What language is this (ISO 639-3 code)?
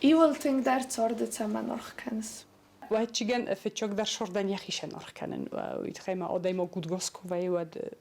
oss